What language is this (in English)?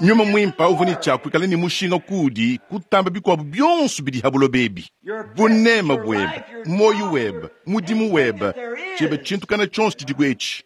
Luba-Lulua